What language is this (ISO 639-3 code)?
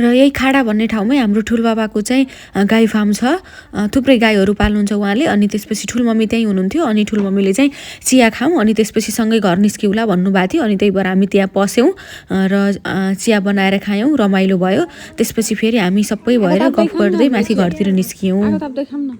nep